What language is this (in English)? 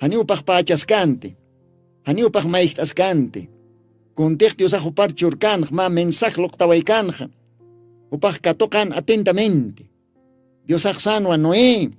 Aymara